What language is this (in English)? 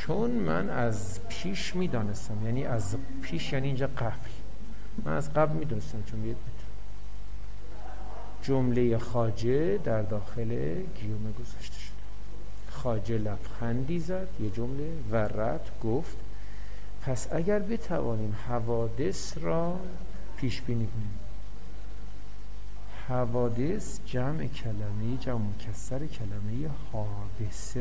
Persian